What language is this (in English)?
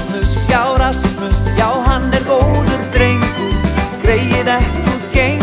Icelandic